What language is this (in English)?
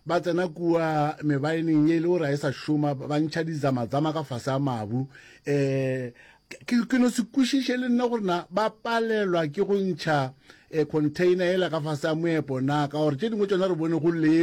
Northern Sotho